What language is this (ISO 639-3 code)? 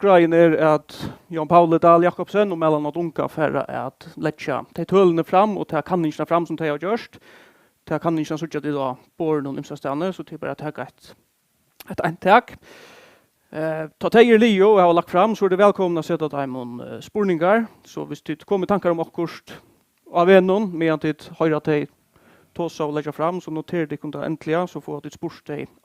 fao